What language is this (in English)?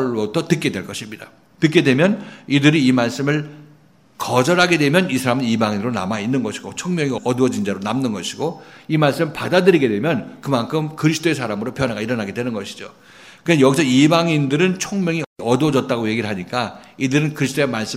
Korean